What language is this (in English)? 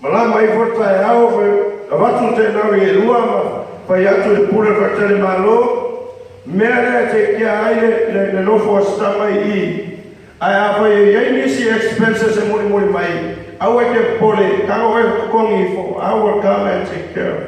Samoan